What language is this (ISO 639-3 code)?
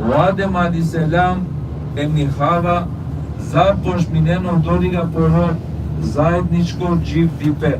rmn